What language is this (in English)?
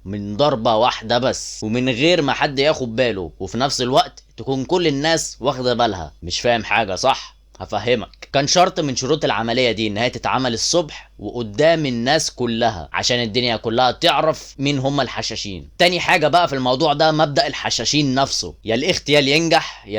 Egyptian Arabic